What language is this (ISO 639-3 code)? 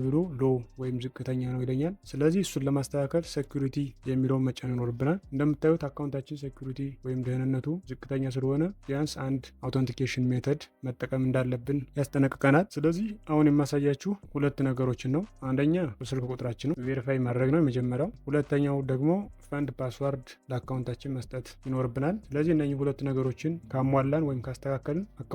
amh